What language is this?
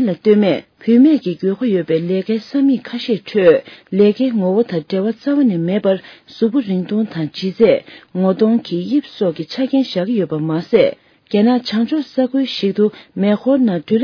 Tibetan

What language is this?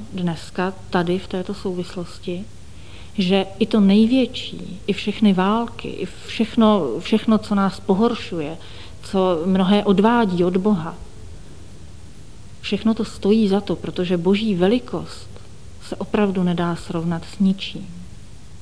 Czech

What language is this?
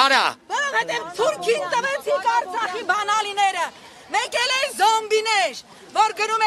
Armenian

